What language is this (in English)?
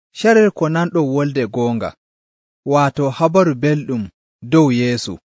Nigerian Fulfulde